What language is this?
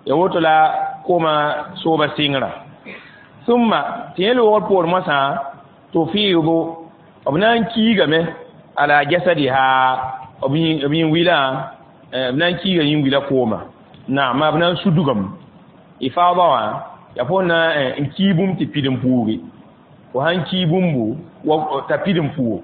Mossi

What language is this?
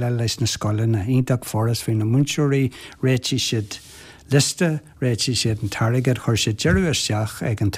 Irish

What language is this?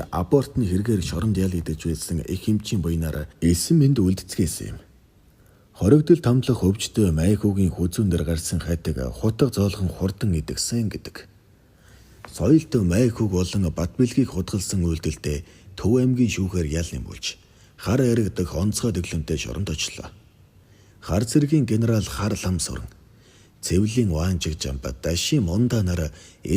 Mongolian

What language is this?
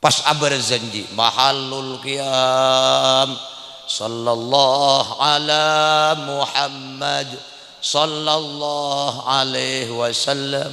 Madurese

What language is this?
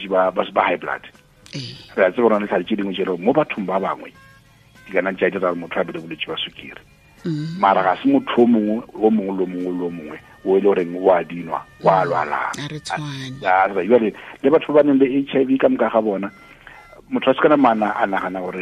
Tswana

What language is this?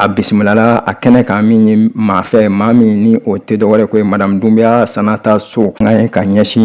Bambara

